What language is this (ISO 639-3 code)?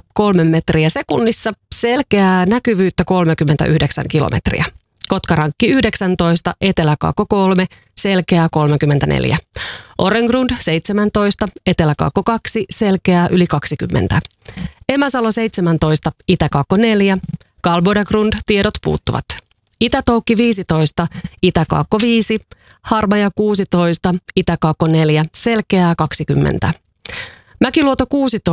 fin